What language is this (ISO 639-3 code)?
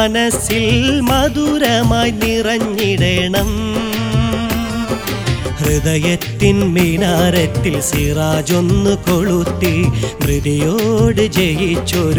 mal